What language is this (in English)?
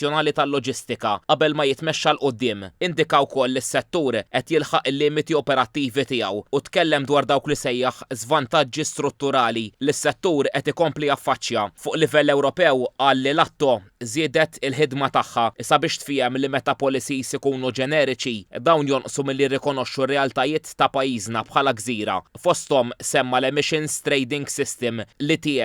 Maltese